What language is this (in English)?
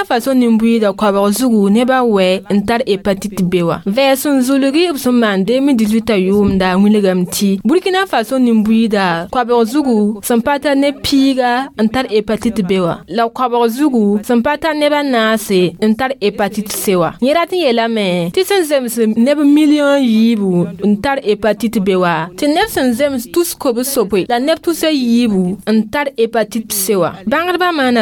Mossi